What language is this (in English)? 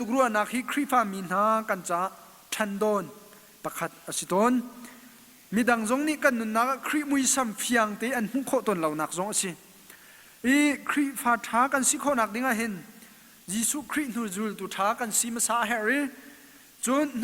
Hakha Chin